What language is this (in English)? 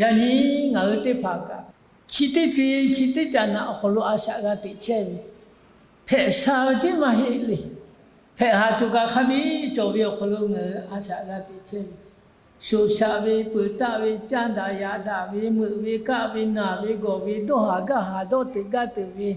Lahu